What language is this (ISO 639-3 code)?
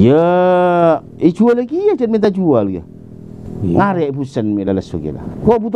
mad